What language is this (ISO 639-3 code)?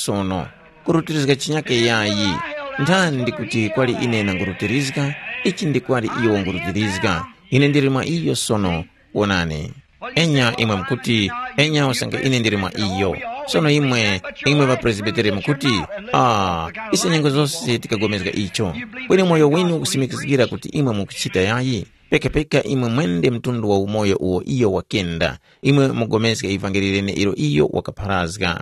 tum